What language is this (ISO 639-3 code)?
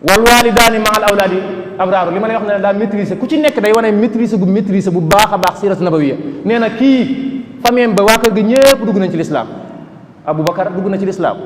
wol